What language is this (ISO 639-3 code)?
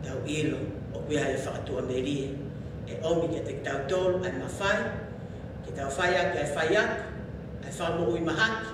ton